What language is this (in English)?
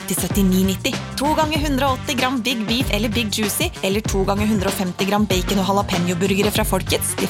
Norwegian